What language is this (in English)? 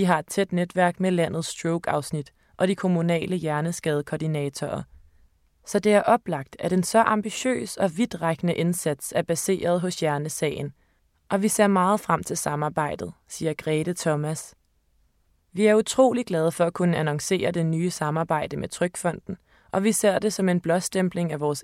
Danish